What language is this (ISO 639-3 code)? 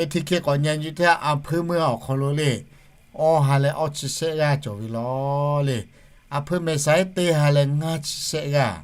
lhu